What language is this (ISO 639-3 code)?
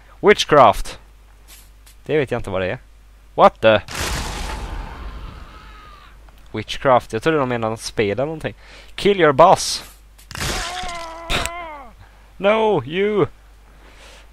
swe